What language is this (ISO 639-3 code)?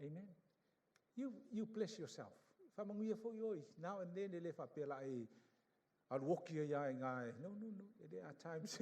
smo